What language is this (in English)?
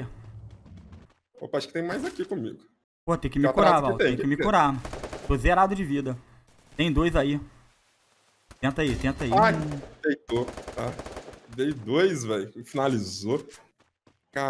Portuguese